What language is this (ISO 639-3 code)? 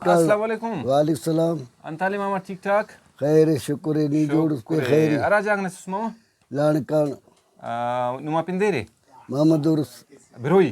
brh